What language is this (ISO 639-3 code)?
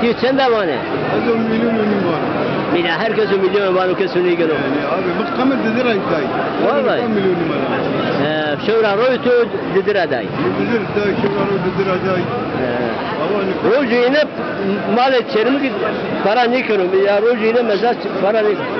zza